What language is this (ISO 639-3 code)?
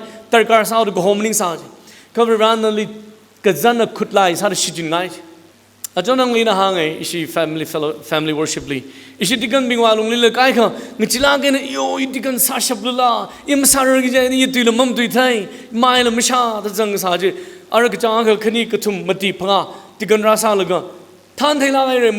nmf